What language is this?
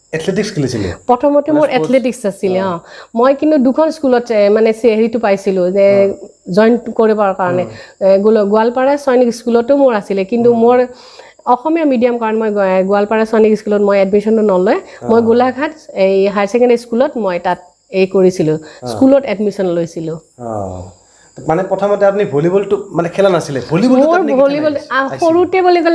Assamese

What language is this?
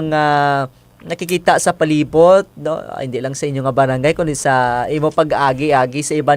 Hiligaynon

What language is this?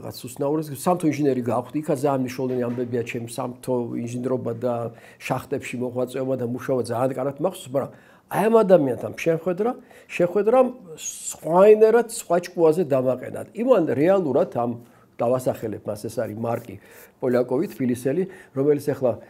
Georgian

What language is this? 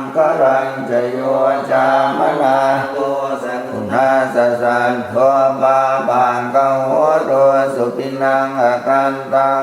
Pali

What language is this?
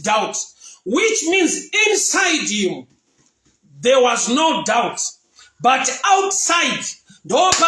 Shona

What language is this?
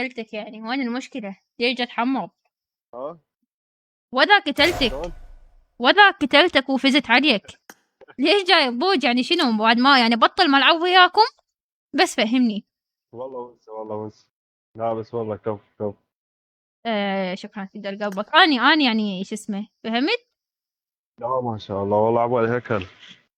Mesopotamian Arabic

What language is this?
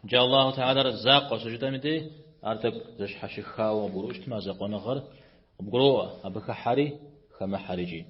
Kabardian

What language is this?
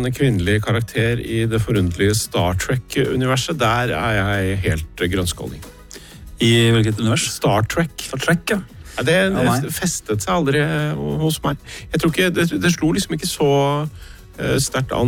Norwegian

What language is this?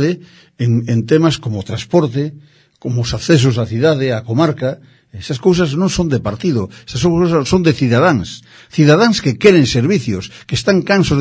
Galician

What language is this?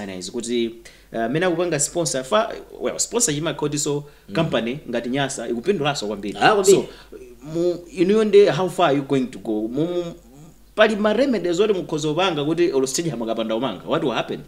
Nyanja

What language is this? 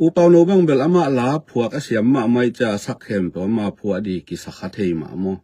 Tedim Chin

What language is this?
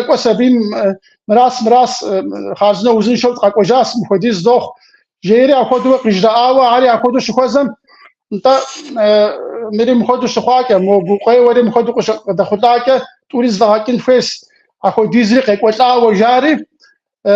Kabardian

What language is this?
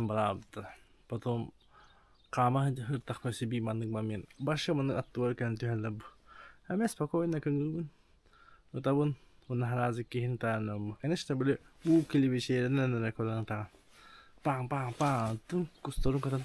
Yakut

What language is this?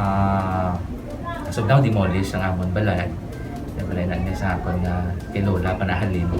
Hiligaynon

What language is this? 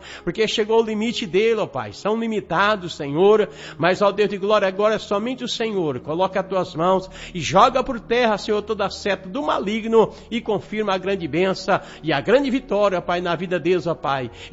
Portuguese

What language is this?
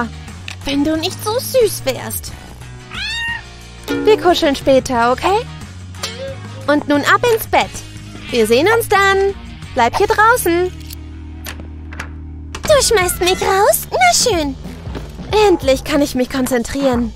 German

